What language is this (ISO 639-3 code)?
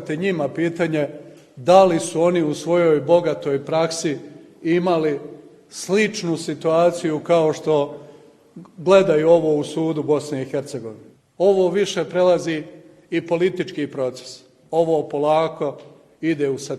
bos